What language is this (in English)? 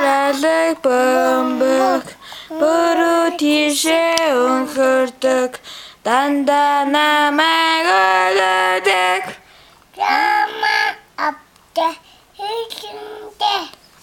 Mongolian